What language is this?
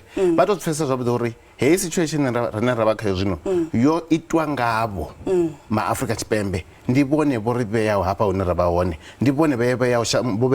Venda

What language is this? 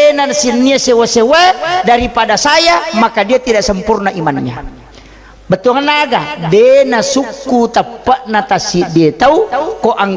Buginese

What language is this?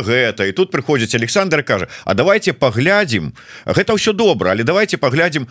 Belarusian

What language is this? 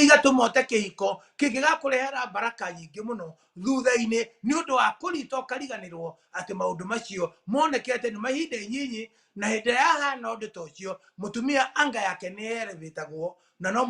Kikuyu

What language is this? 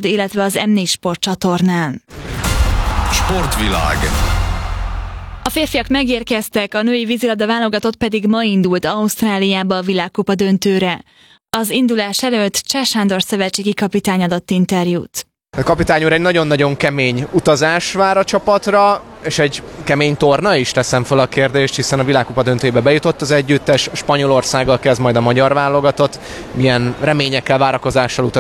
Hungarian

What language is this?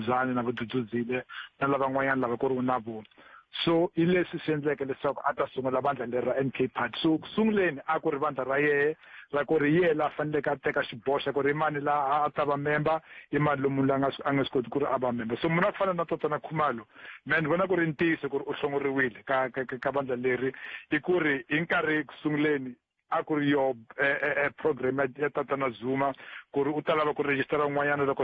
Tsonga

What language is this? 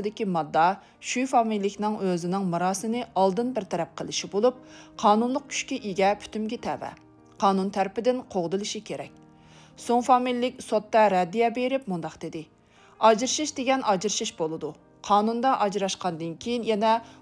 Uyghur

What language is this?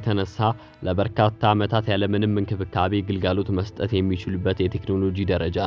Amharic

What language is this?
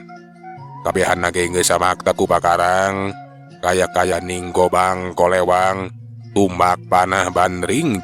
Sundanese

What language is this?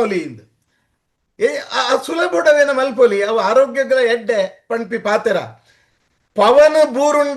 Tulu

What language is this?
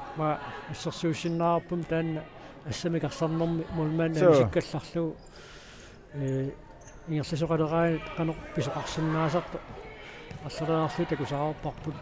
Kalaallisut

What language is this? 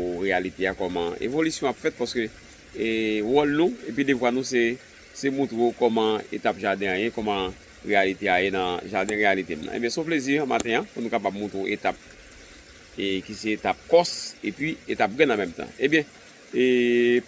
Haitian Creole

